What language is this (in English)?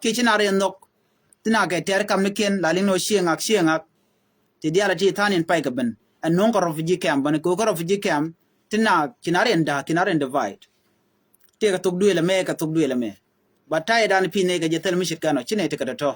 Nuer